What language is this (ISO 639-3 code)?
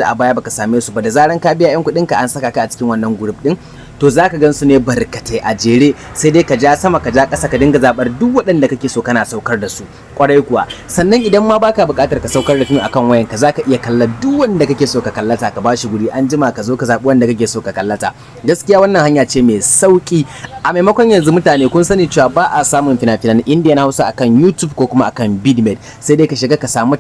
hau